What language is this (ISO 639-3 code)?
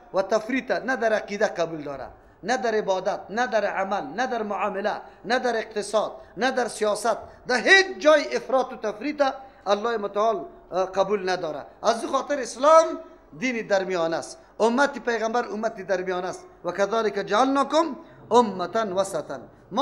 fas